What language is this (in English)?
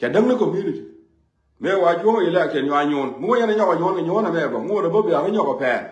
Nuer